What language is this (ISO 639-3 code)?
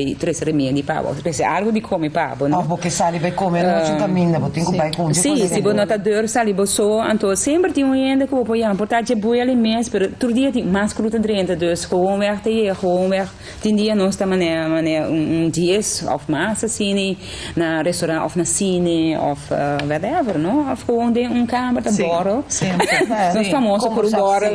pap